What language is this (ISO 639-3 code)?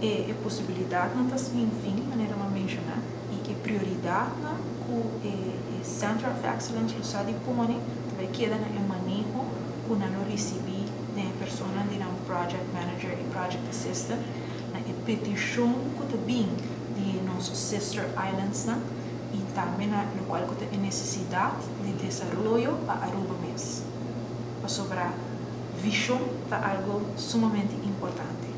pap